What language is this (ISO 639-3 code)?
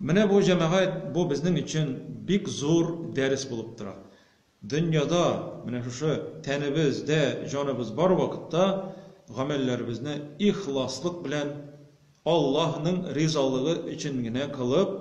tat